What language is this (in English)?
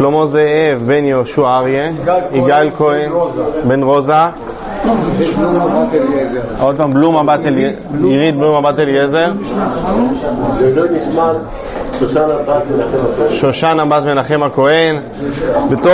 Hebrew